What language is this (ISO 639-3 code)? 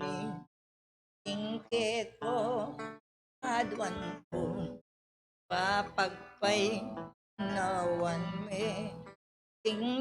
pam